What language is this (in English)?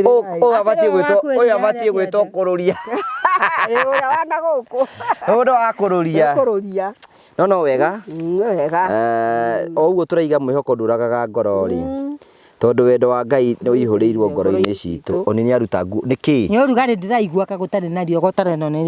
Kikuyu